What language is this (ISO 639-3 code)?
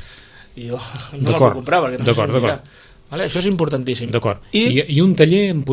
cat